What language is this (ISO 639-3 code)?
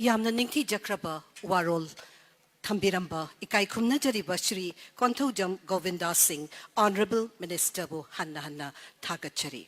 mni